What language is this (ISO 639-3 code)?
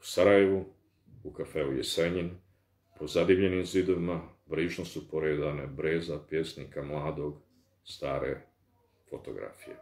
bos